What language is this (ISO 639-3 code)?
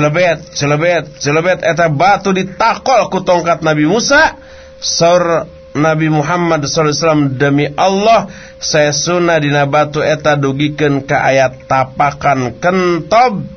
sun